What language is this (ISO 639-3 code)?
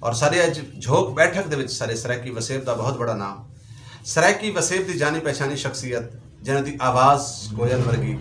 skr